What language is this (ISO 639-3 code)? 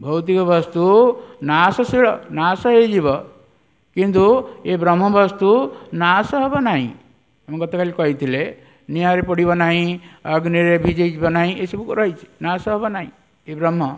ori